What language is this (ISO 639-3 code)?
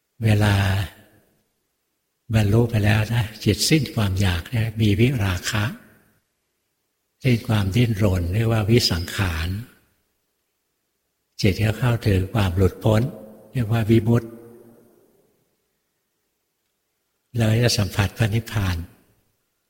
tha